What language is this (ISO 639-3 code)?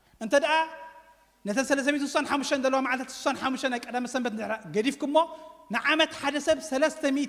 tir